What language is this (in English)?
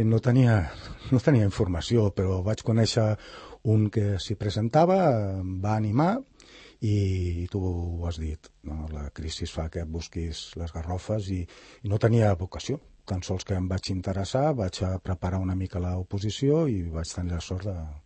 Catalan